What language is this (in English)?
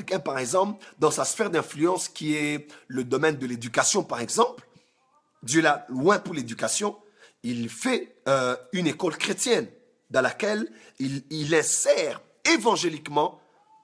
French